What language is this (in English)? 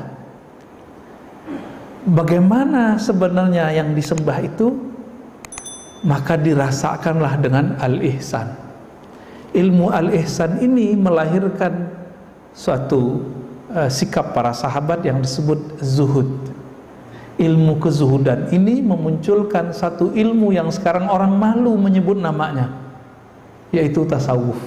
Indonesian